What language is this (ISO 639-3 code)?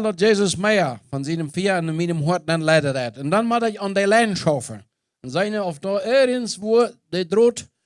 pdt